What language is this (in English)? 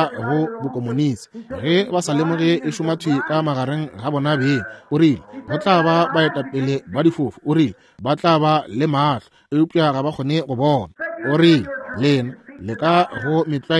Northern Sotho